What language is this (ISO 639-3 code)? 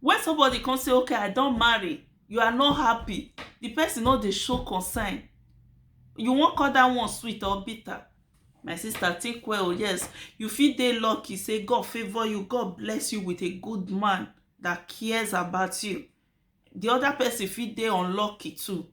pcm